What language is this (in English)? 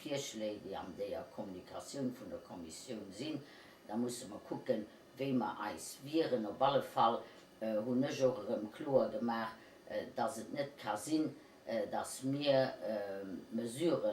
Luxembourgish